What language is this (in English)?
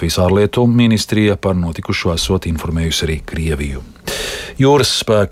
Latvian